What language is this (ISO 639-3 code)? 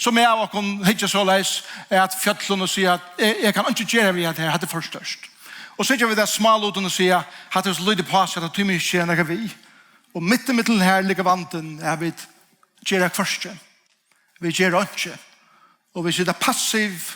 fao